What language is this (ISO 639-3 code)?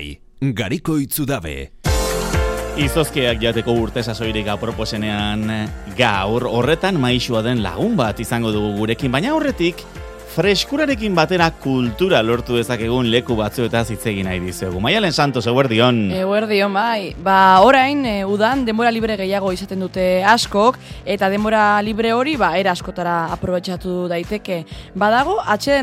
eus